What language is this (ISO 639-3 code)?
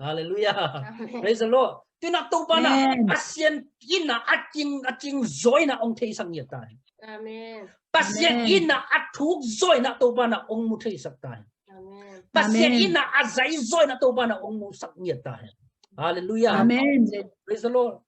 ctd